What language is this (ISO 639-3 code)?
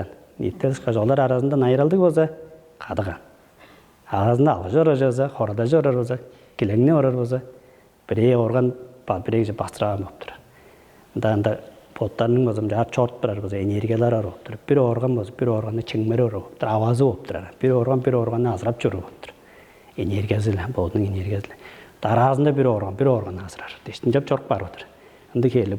tyv